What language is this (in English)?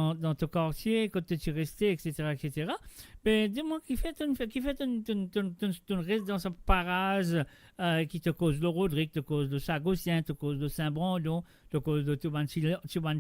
Morisyen